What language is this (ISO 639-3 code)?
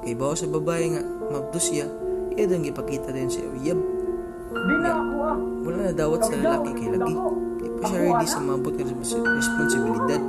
ceb